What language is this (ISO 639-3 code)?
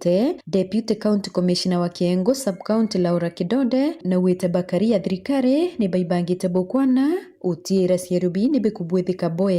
mer